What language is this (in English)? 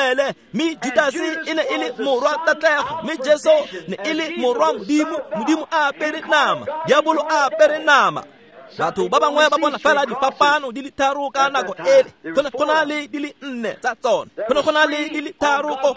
Tswana